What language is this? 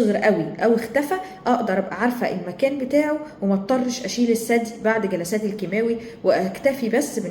Egyptian Arabic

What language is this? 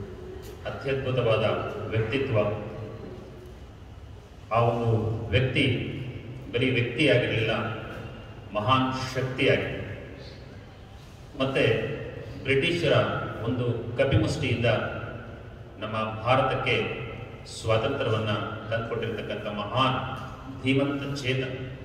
Kannada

